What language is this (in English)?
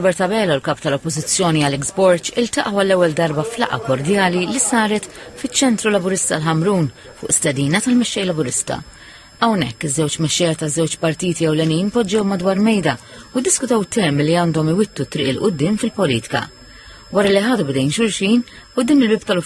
Maltese